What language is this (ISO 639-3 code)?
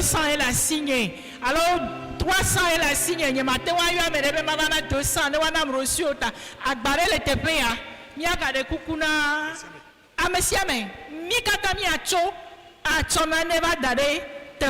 ewe